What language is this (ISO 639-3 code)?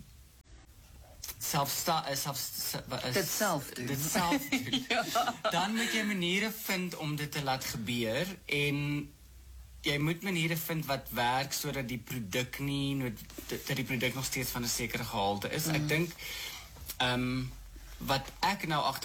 afr